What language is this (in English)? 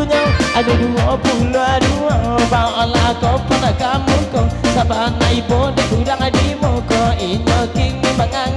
Minangkabau